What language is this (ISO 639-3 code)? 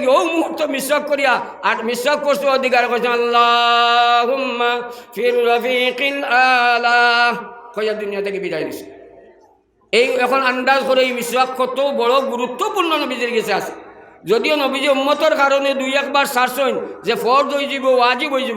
syl